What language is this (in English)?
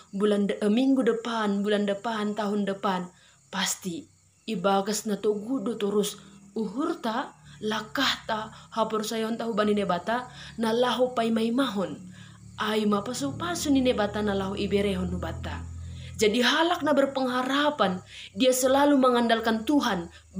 Batak Simalungun